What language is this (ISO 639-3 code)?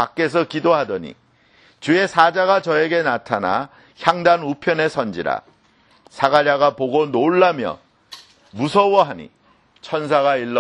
kor